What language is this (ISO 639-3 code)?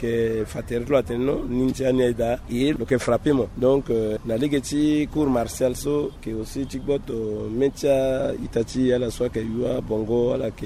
sag